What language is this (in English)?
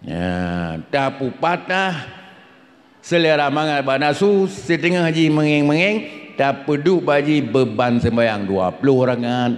Achinese